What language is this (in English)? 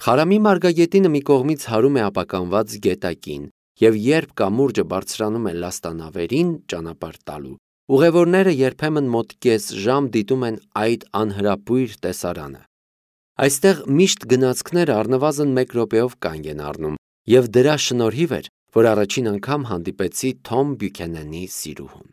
Armenian